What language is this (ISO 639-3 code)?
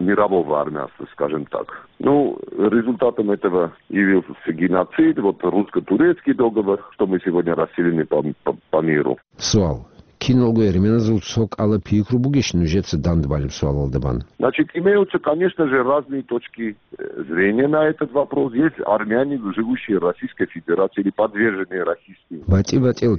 ava